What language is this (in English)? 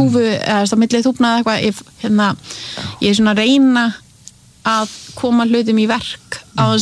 Icelandic